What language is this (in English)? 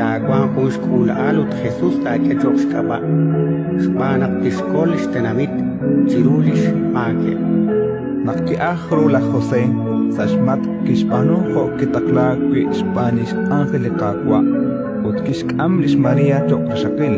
Kekchí